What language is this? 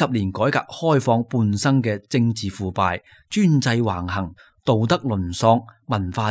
Cantonese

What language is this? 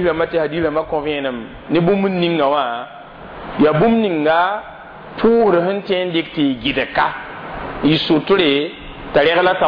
Mossi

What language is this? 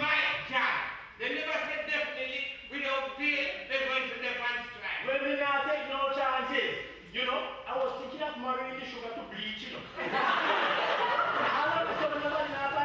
Jamaican Creole English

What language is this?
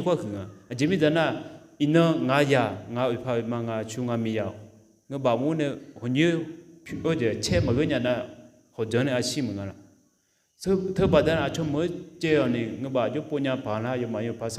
Akha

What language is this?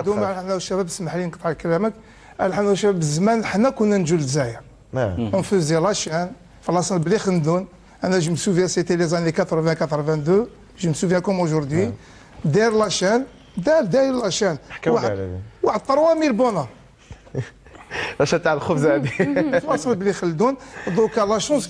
Algerian Arabic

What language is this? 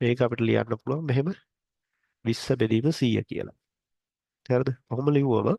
Sinhala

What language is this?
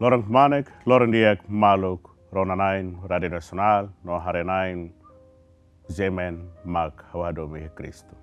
Tetum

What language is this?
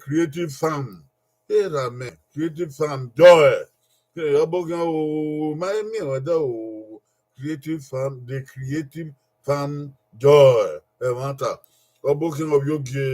Bini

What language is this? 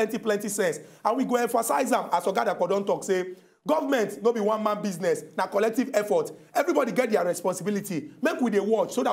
Nigerian Pidgin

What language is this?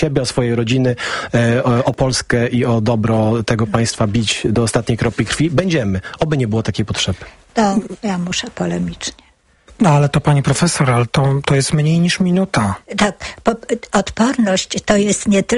Polish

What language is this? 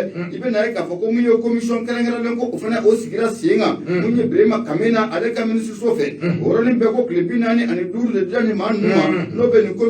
Bambara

